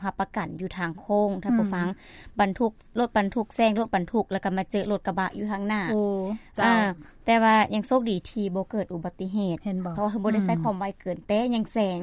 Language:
Lao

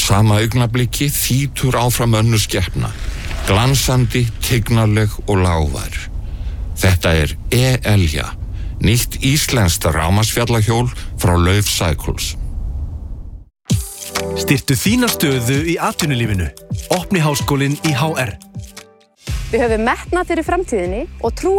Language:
Icelandic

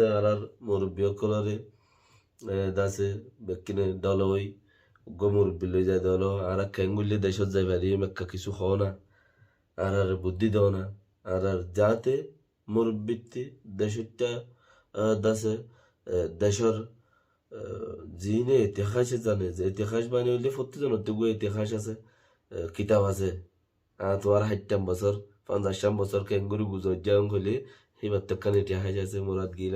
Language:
Rohingya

